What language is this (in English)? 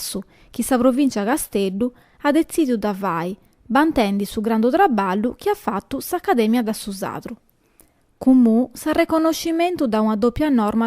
Sardinian